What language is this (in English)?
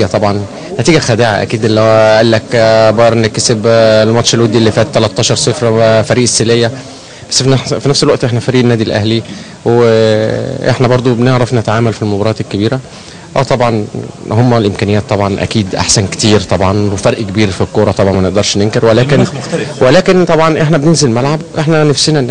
Egyptian Arabic